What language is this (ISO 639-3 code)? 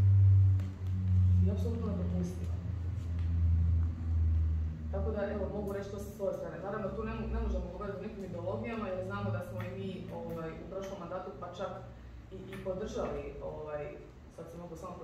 hrv